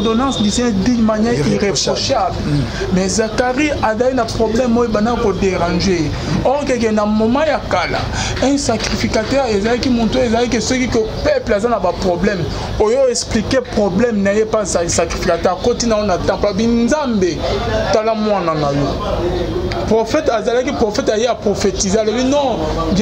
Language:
Lingala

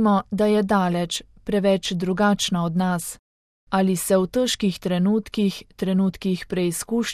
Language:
Slovenian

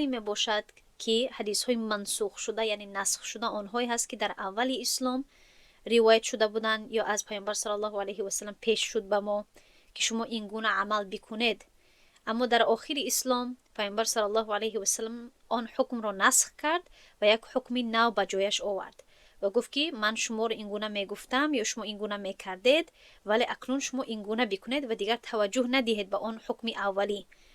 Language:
Tajik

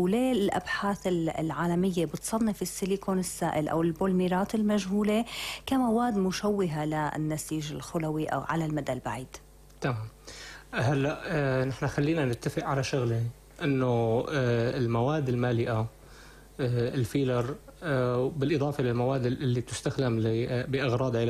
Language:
North Levantine Arabic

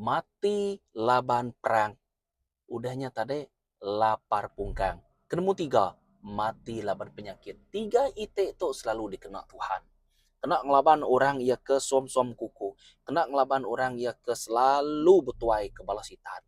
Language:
Iban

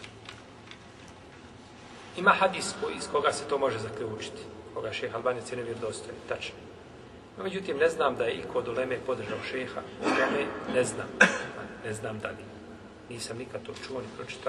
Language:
Bosnian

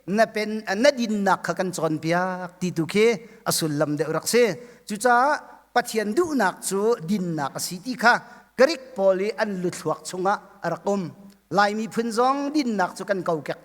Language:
Hakha Chin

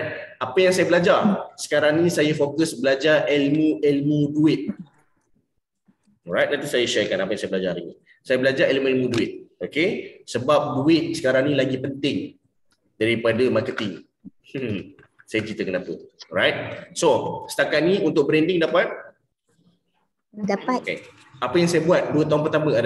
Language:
Malay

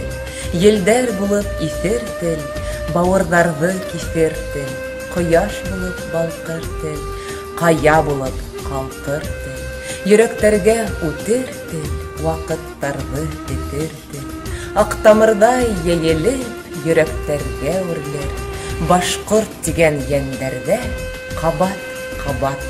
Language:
Bashkir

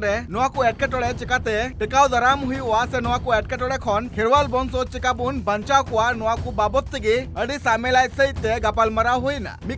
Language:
Santali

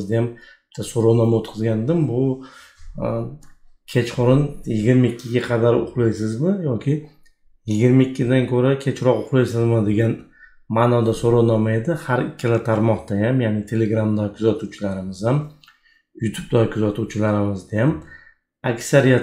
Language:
Uzbek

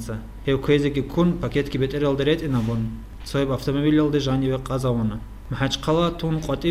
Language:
Avaric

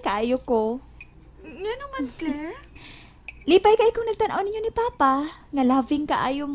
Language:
Cebuano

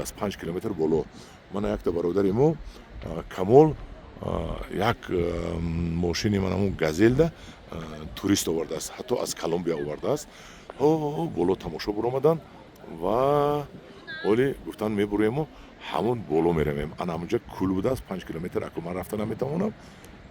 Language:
Tajik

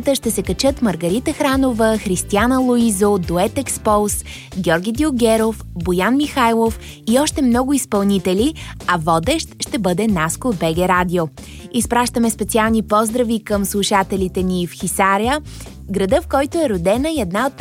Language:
Bulgarian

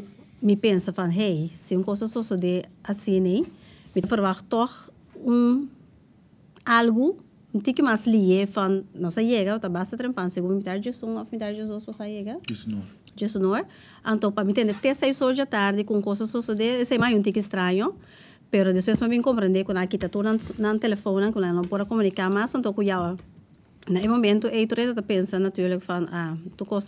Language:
Papiamento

